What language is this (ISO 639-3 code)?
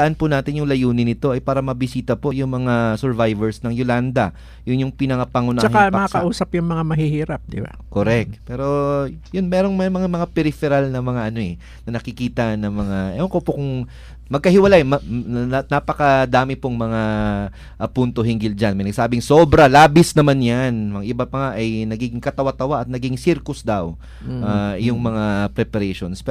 fil